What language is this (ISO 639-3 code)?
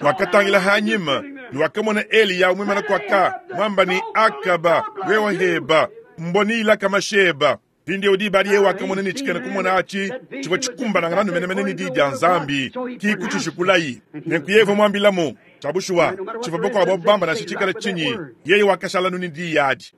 lua